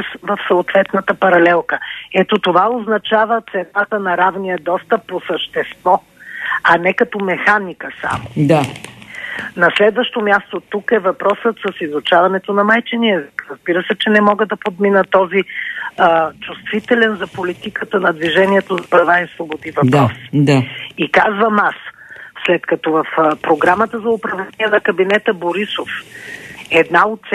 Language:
Bulgarian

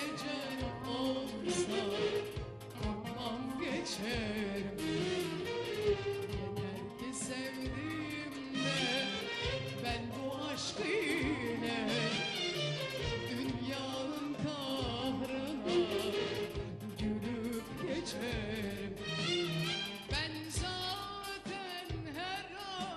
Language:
Turkish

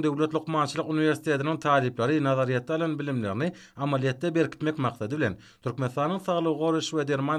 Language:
Turkmen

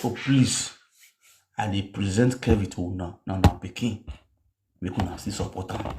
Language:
Nigerian Pidgin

